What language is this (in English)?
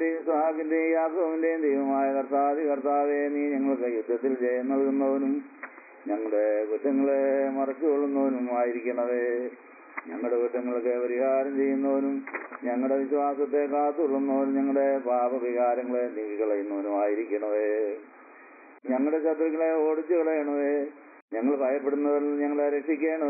Malayalam